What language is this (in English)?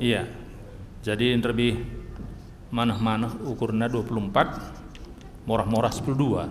Batak Karo